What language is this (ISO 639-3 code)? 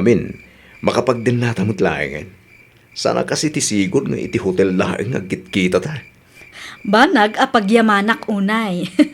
ilo